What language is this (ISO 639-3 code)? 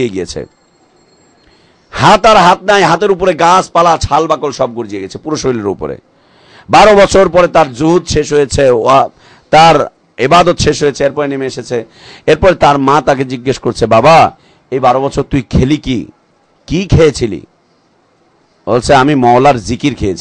ben